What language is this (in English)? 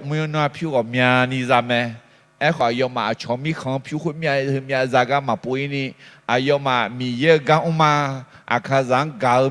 Akha